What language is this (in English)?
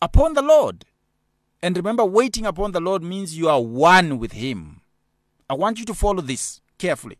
English